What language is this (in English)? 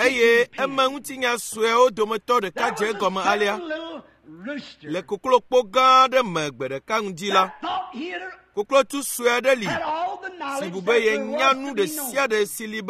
Ewe